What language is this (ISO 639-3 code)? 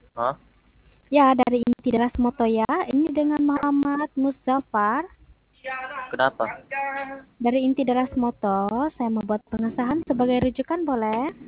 msi